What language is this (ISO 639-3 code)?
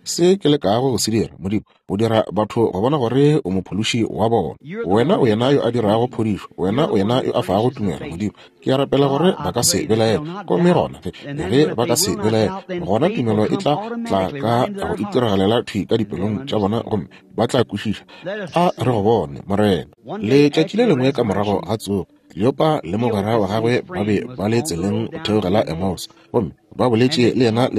nso